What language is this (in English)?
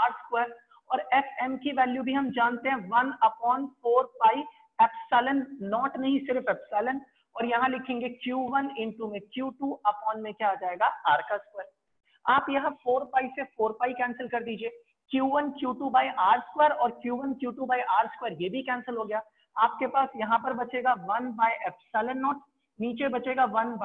Hindi